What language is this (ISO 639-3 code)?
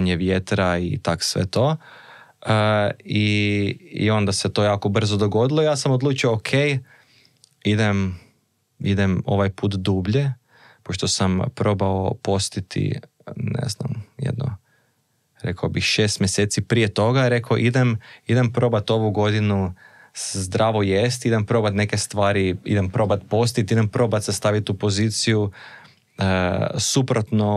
hrv